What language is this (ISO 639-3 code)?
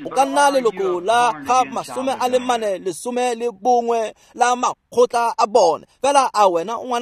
tsn